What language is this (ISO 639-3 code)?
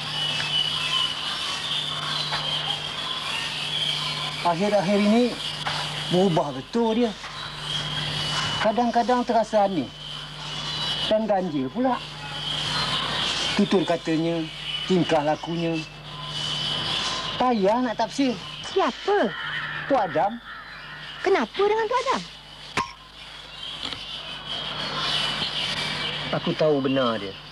msa